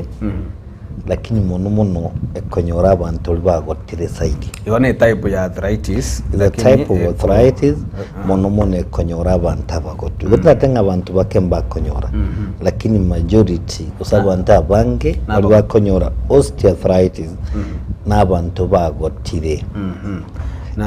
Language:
Gusii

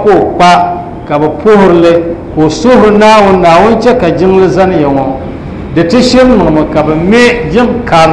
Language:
Dagbani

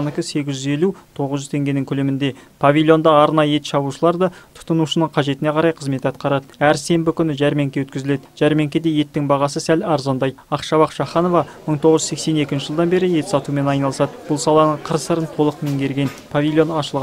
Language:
Kazakh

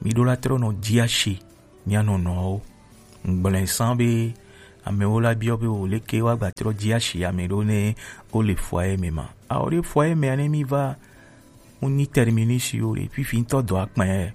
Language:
Gen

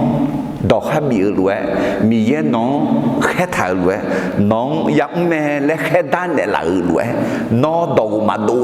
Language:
Akha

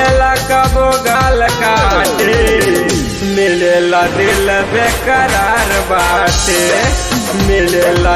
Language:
Bhojpuri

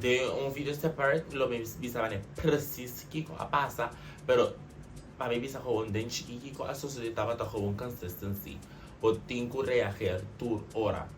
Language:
Papiamento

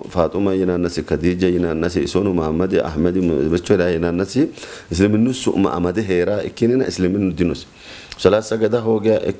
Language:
Sidamo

